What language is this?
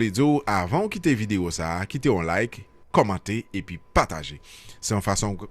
Haitian Creole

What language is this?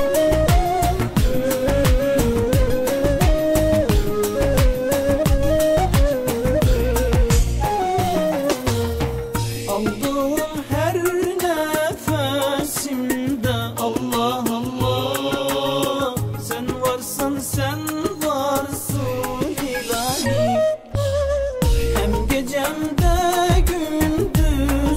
Turkish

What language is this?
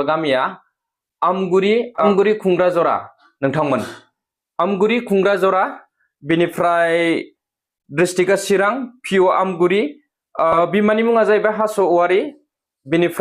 Bodo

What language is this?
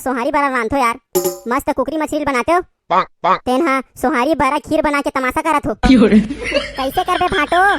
Chhattisgarhi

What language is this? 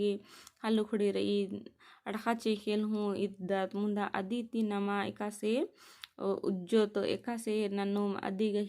Kurukh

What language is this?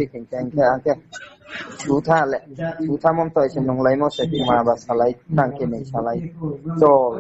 Riang (India)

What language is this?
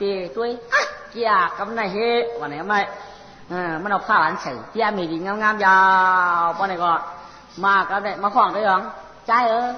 Shan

